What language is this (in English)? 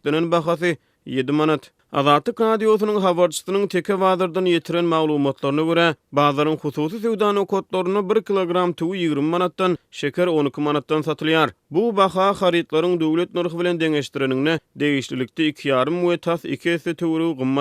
Turkmen